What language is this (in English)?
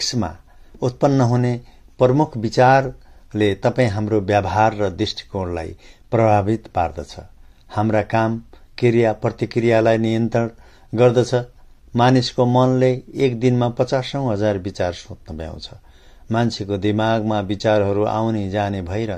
Nepali